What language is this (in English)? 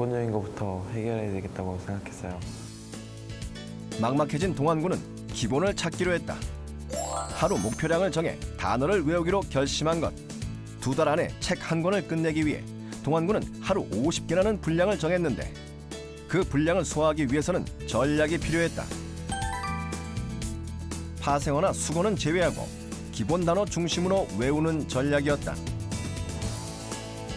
Korean